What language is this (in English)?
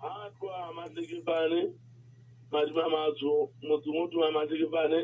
Southern Sotho